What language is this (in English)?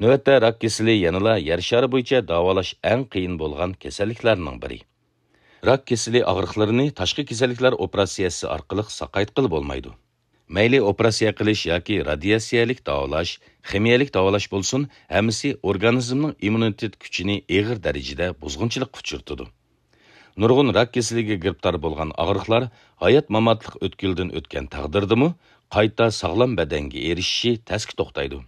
Uyghur